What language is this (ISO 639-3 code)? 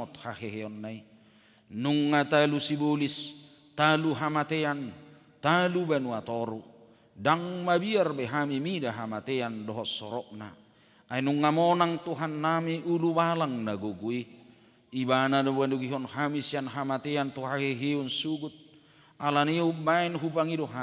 bbc